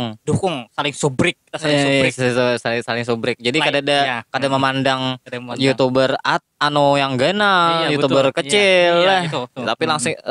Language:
Banjar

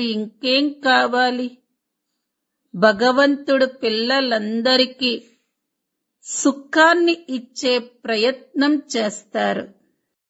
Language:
Telugu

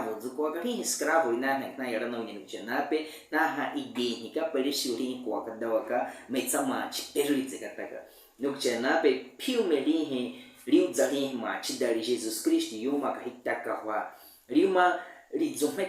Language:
Baniwa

